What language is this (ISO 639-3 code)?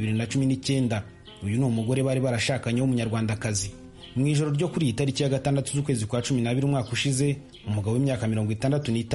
kin